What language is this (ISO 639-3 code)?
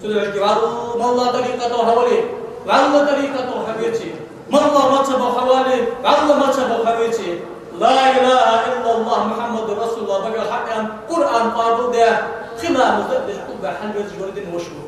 inh